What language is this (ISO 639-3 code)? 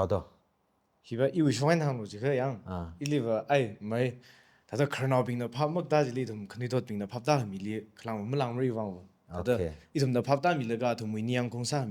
nmf